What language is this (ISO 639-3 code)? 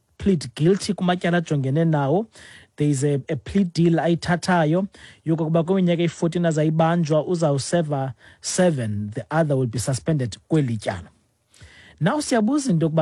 xho